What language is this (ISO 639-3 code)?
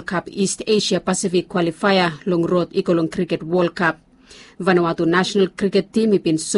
bis